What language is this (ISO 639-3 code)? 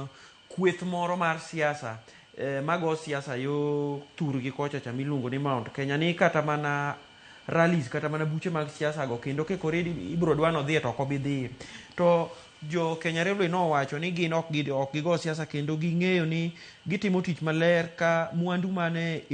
luo